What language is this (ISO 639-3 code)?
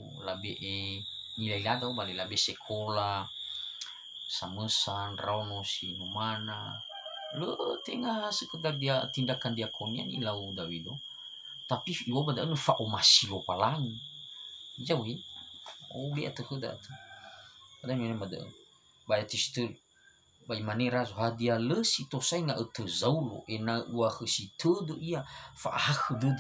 nia